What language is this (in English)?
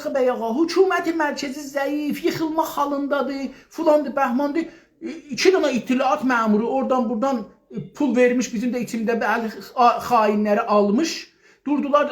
South Azerbaijani